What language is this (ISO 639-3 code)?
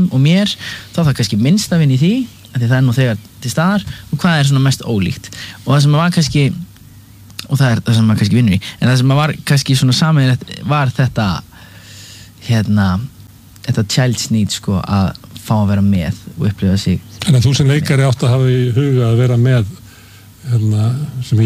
isl